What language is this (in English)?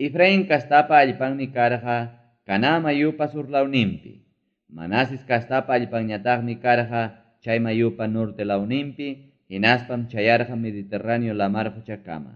Ayacucho Quechua